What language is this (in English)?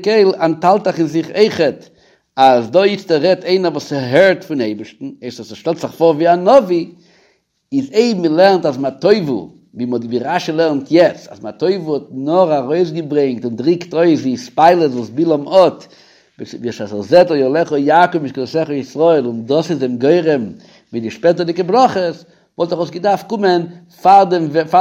Yiddish